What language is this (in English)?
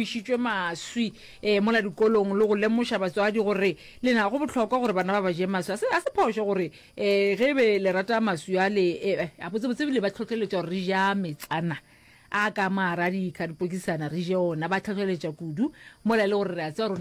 Northern Sotho